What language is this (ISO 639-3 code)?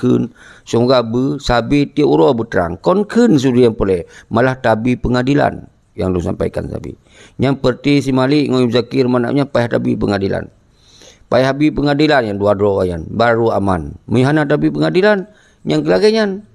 ace